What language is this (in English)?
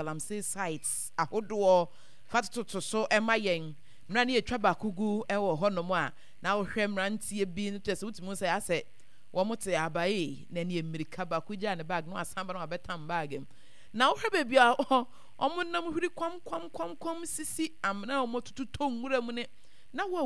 Akan